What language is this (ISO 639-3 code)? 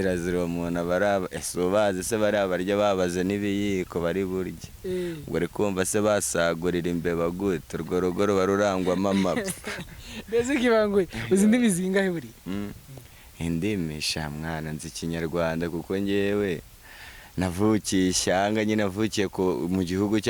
kin